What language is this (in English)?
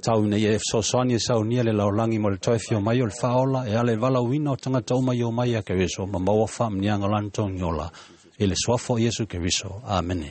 Samoan